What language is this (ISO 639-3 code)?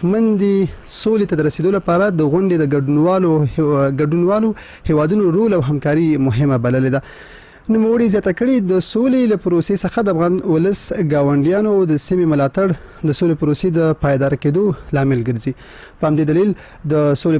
pus